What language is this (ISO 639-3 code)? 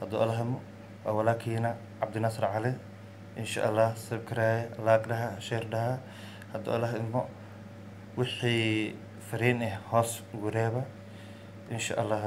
som